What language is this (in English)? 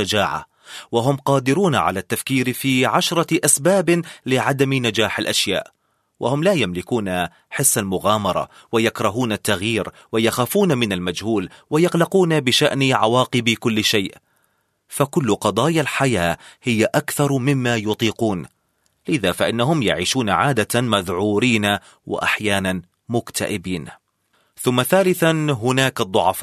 Arabic